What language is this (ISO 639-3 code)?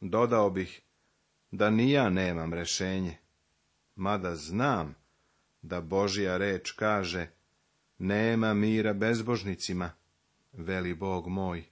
srp